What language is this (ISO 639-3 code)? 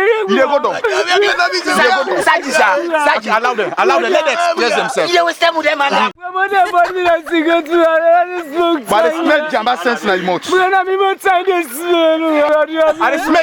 kri